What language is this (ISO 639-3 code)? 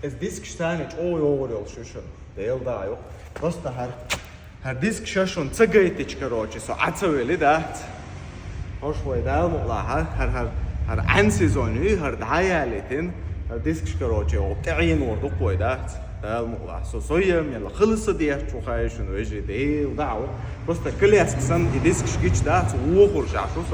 che